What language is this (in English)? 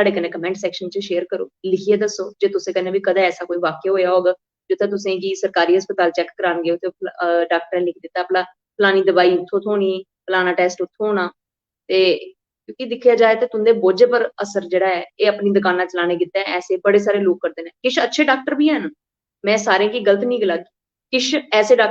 Dogri